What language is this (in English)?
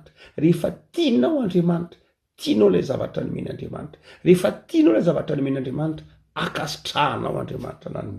Malagasy